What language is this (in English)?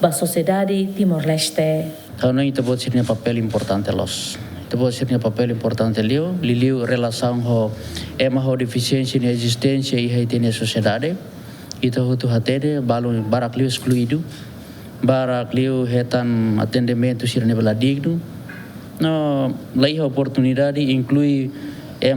Tetum